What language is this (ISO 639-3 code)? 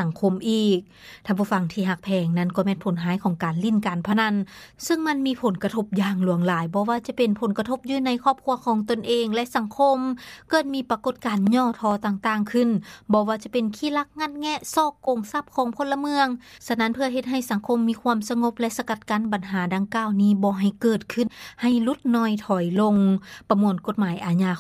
lao